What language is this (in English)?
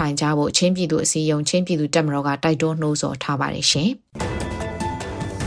Burmese